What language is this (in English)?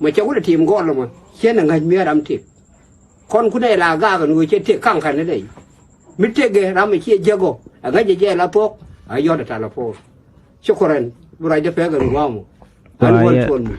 Nuer